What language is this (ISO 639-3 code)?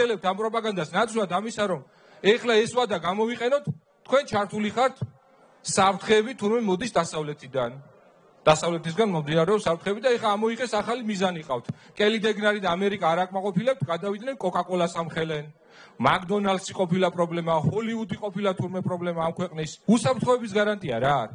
kat